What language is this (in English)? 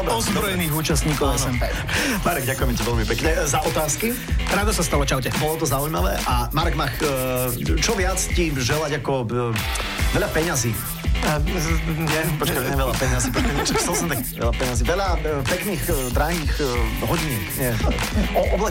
Slovak